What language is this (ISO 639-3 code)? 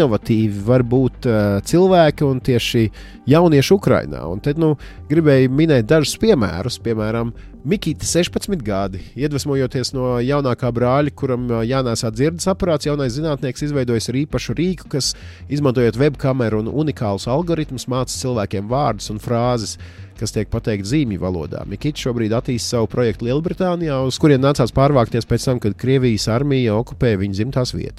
lav